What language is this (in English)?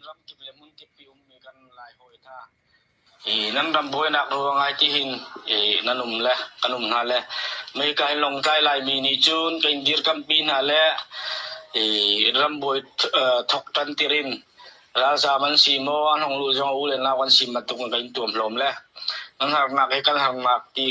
Hakha Chin